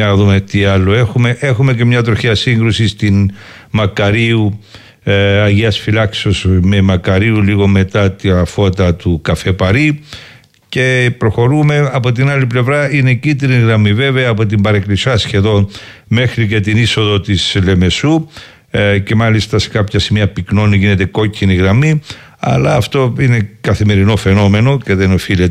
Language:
Greek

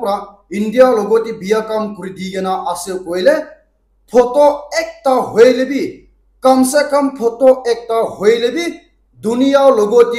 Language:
Naga Pidgin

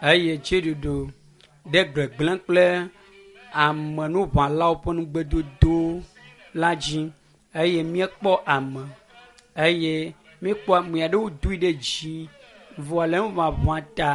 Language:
Ewe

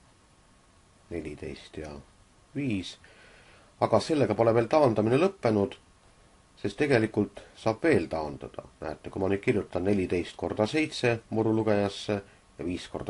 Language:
Estonian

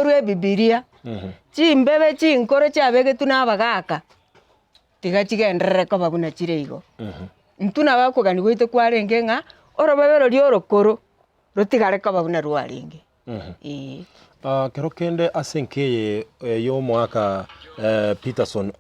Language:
Gusii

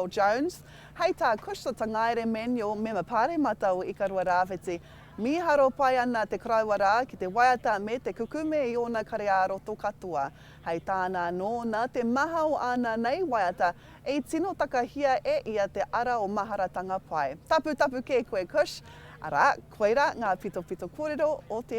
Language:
Māori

